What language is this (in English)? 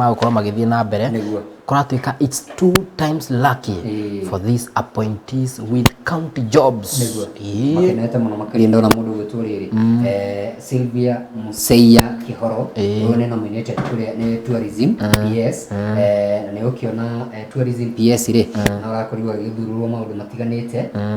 Kikuyu